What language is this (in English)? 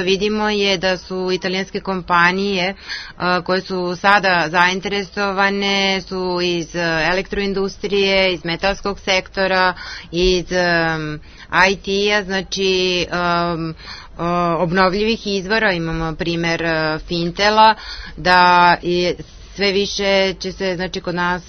Serbian